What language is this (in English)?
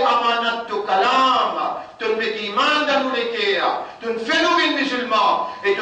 Morisyen